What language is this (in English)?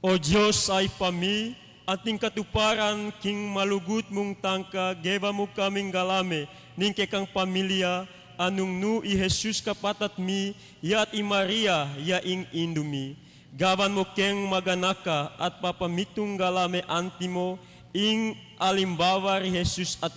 Pampanga